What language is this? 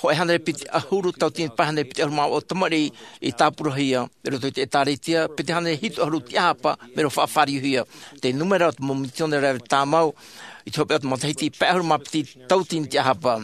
Tahitian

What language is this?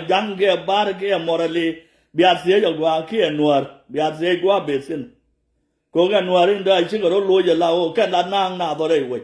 Nuer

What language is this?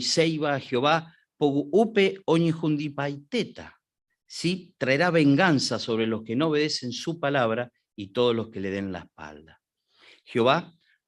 Guarani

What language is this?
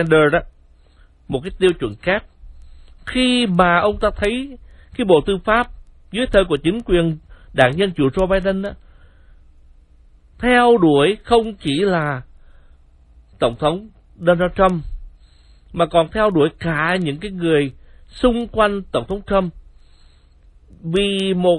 Vietnamese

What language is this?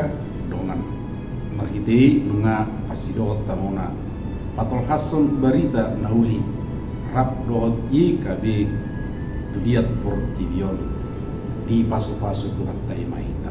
Batak Toba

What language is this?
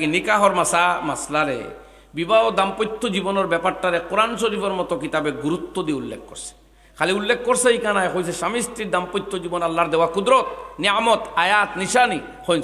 Sylheti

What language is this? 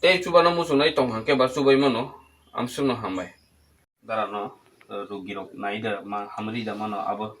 Kok Borok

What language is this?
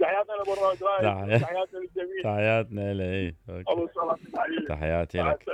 Mesopotamian Arabic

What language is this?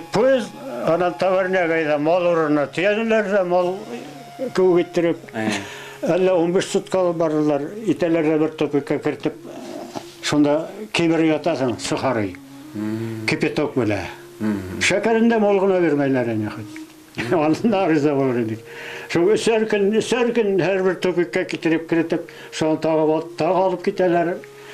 Bashkir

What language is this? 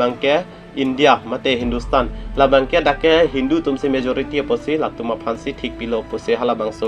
Karbi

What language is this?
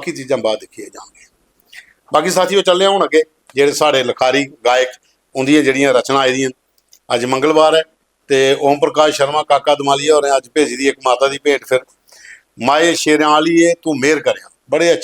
Dogri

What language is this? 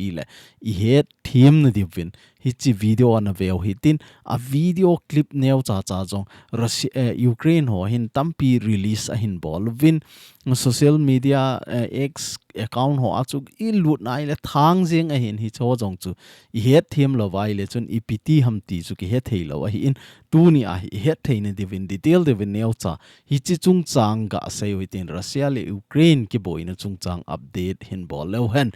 Thado Chin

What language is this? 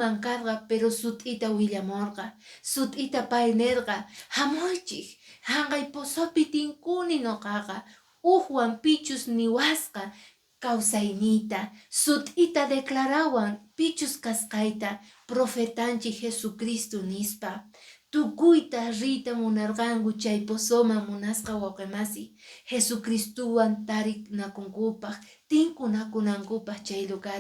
Quechua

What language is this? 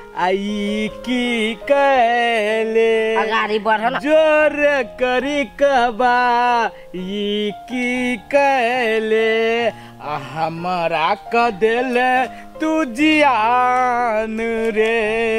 Maithili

